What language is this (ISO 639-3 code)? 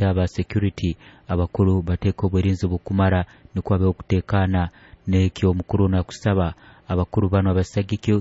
nyo